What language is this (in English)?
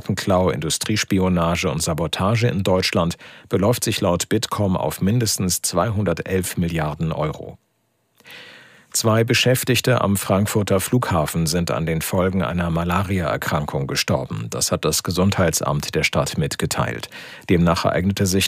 German